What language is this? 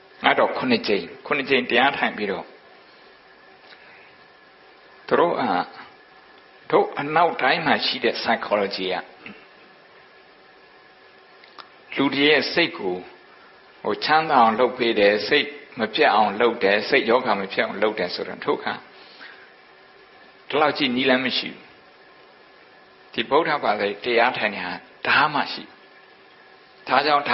Burmese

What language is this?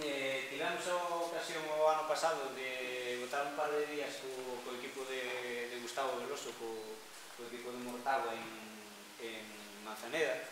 Galician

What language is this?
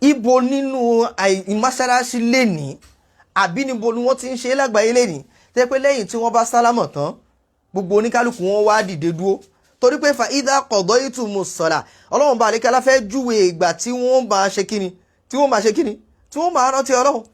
Yoruba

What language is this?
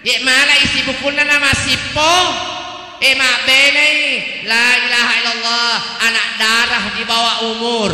Buginese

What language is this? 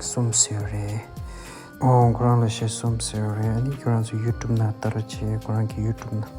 Tibetan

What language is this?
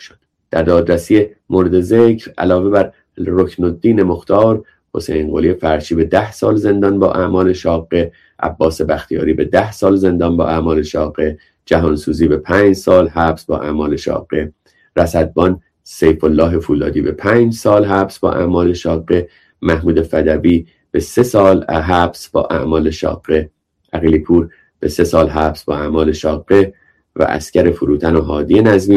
Persian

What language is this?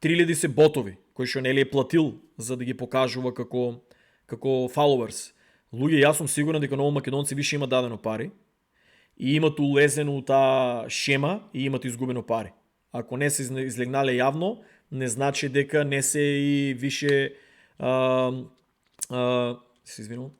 Macedonian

